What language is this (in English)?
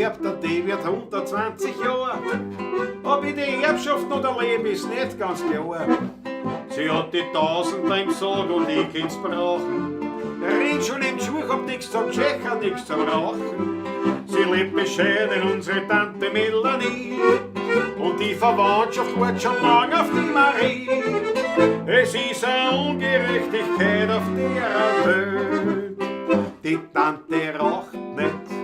Bavarian